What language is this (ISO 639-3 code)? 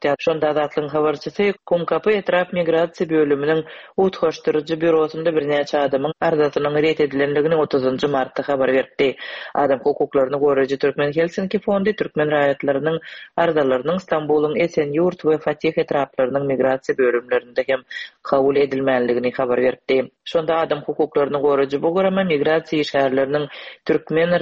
tuk